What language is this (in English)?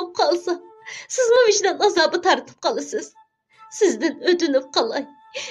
Uyghur